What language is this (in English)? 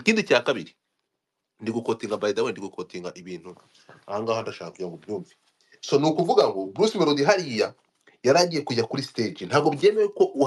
Kinyarwanda